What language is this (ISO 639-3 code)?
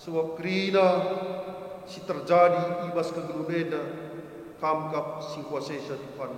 btx